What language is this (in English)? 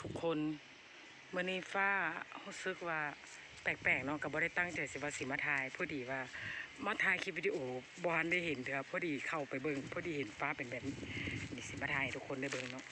Lao